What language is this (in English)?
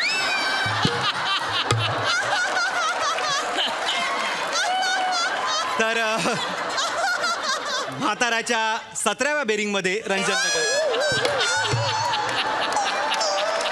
Marathi